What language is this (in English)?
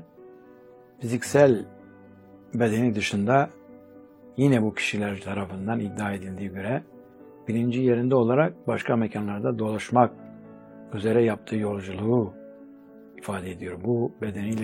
Turkish